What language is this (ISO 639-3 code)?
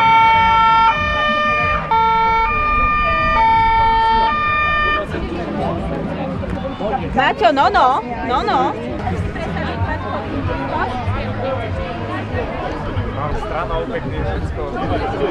slk